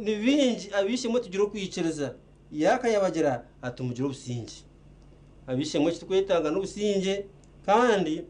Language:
Nyankole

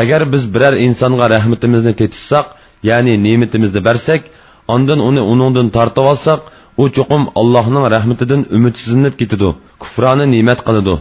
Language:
Uyghur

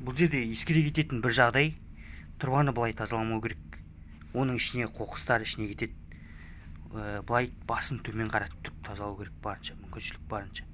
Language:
Kazakh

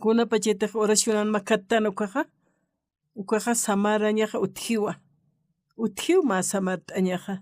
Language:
Aymara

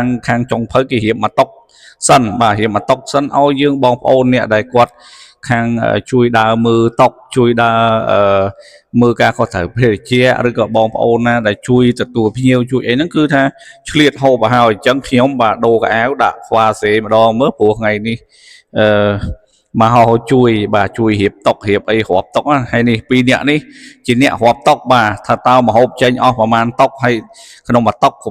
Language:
Khmer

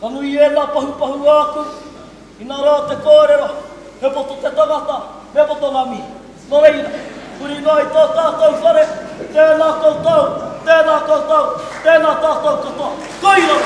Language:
Māori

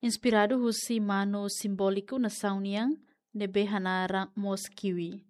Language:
Tetum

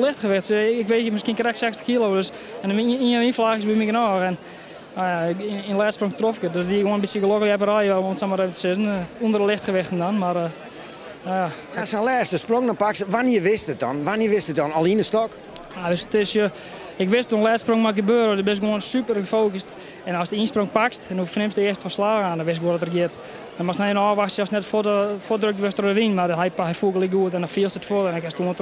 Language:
Western Frisian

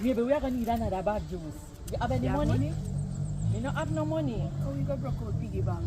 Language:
Jamaican Creole English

